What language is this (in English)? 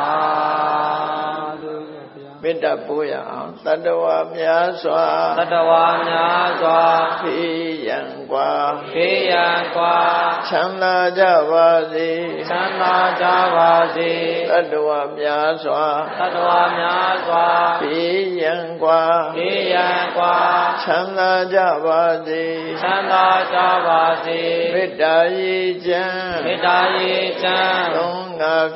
Burmese